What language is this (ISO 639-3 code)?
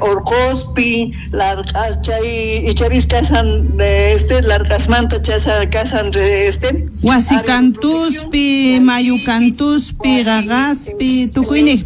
quh